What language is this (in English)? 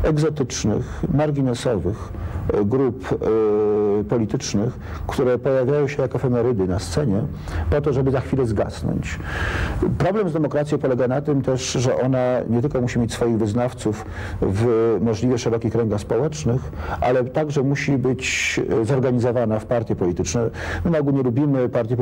Polish